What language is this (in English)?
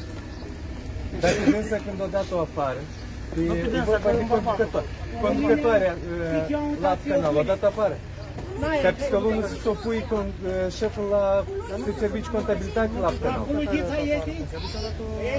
Romanian